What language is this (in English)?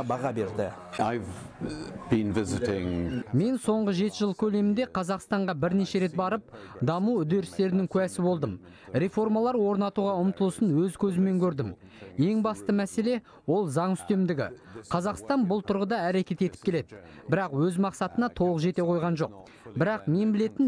Kazakh